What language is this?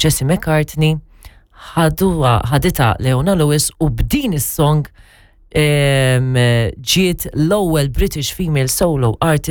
Maltese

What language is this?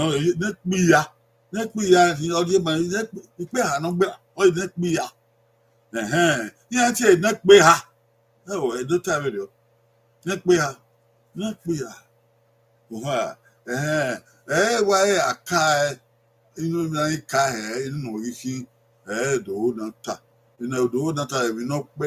Bini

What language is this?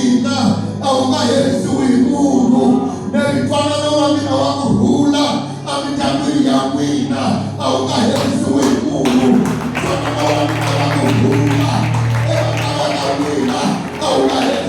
Tsonga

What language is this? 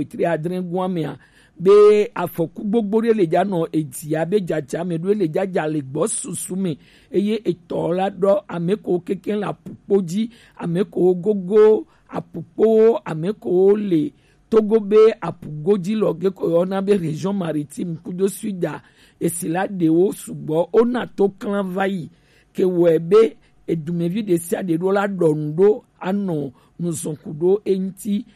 Gen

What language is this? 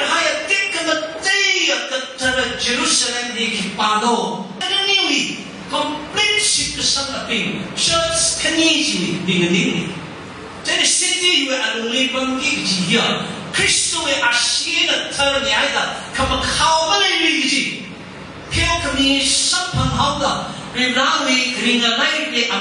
Tangkhul Naga (India)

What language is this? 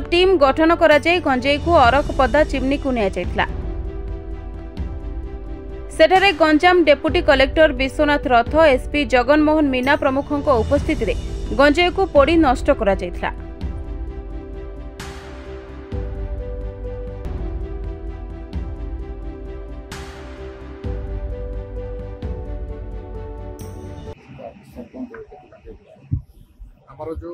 Odia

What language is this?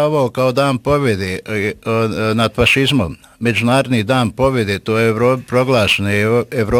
Bosnian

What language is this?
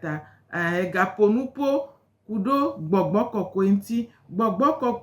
Gen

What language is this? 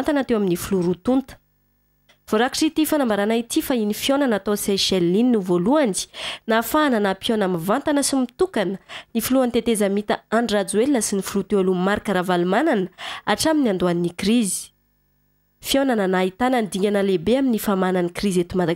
Malagasy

